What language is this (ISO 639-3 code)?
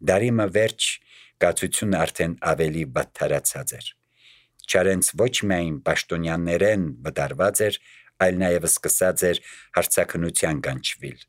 hye